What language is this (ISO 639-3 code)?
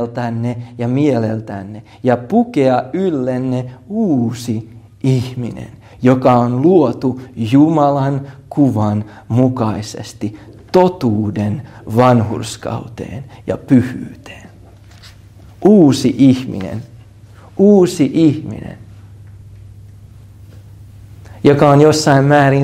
fin